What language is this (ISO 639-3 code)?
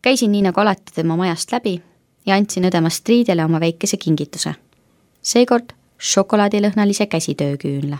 est